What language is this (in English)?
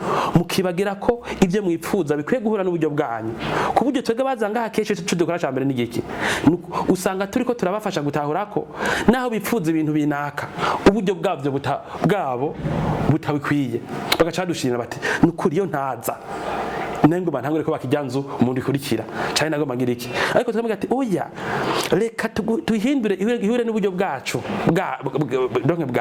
Rundi